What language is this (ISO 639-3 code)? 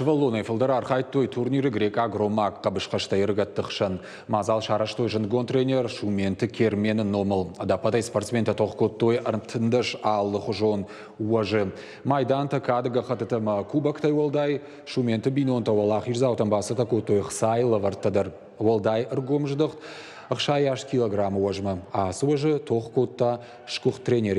oss